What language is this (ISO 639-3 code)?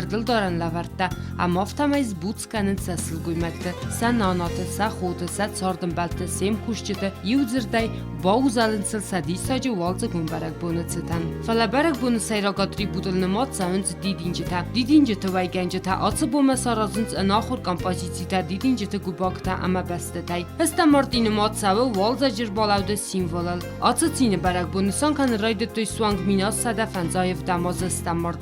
oss